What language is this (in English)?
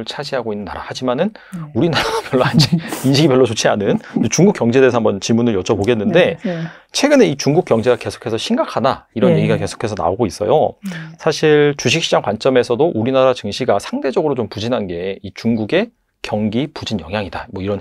Korean